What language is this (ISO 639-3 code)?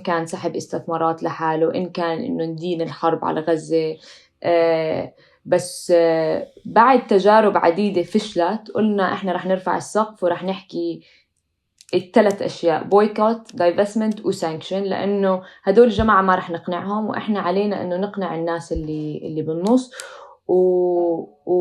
apc